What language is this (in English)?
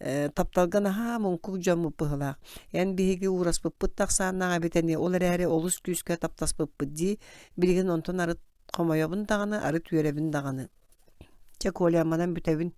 Yakut